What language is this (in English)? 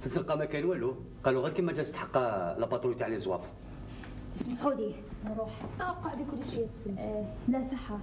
Algerian Arabic